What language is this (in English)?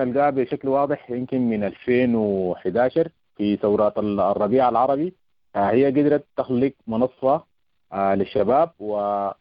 Sudanese Arabic